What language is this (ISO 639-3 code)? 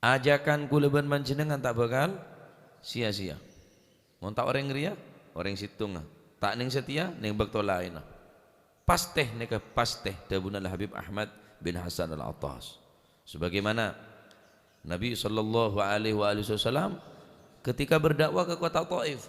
mad